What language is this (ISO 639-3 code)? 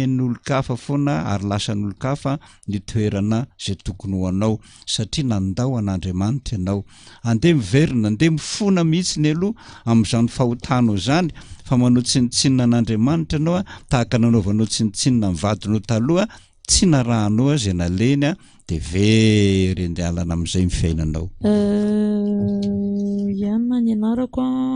mlg